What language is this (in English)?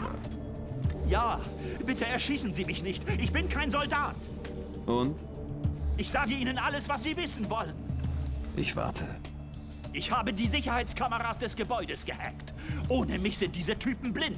Bavarian